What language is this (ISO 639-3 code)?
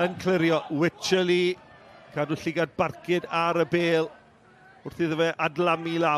cym